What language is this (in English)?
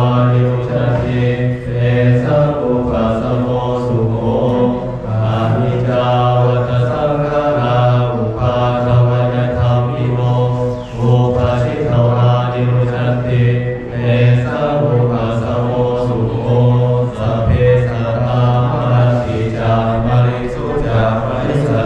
Pali